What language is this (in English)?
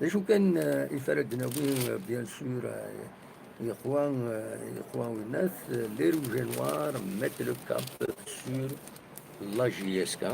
Kabyle